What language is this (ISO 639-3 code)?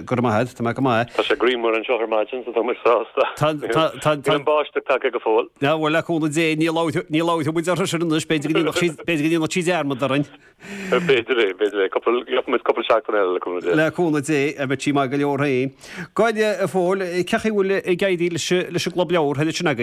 gle